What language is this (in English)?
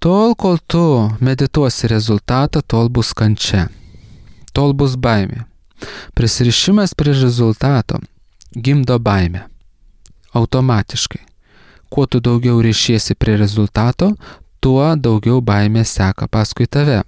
Lithuanian